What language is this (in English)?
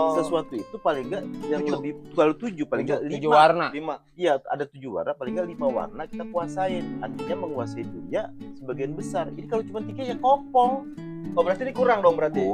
Betawi